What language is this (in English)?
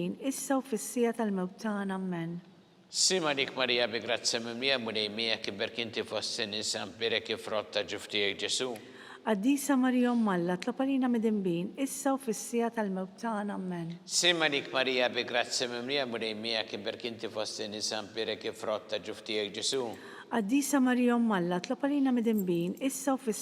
Maltese